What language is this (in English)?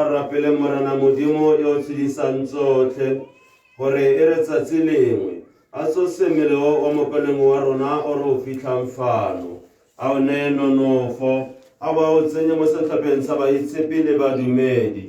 Tswana